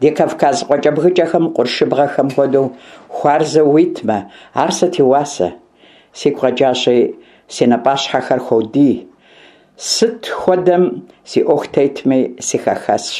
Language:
Kabardian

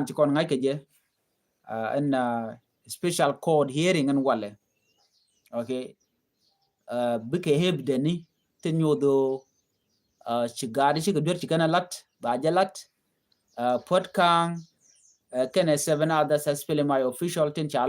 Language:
Nuer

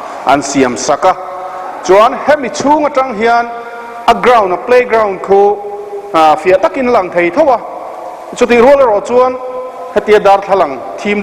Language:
Mizo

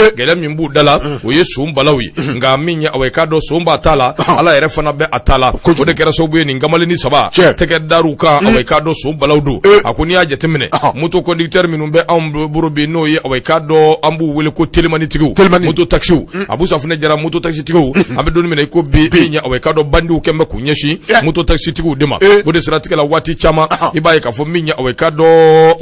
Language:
Bambara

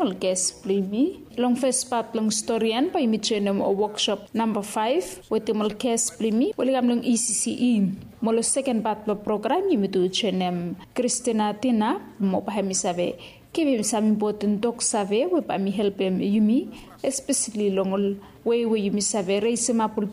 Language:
Bislama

